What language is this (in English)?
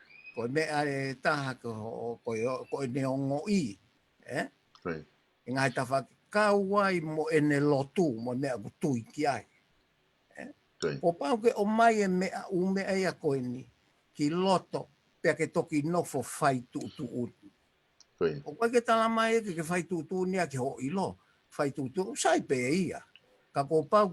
Tongan